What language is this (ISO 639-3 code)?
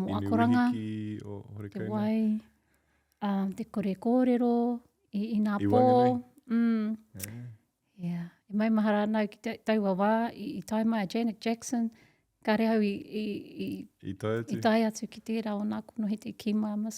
mri